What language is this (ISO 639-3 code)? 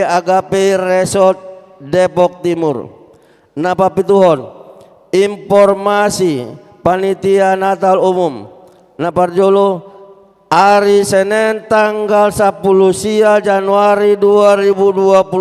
bbc